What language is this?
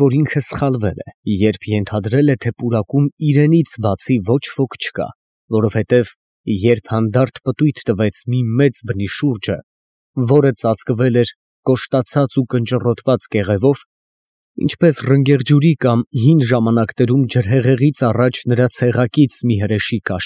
Armenian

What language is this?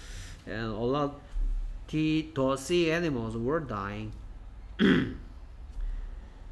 Korean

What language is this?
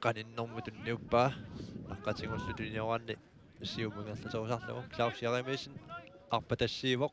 Kalaallisut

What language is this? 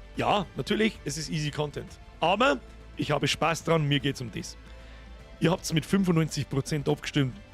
Bavarian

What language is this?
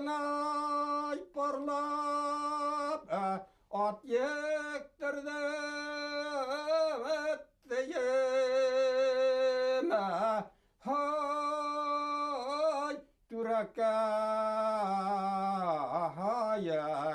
Bashkir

